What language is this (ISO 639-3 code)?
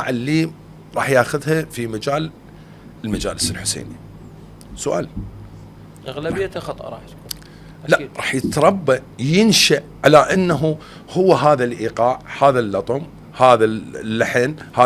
acm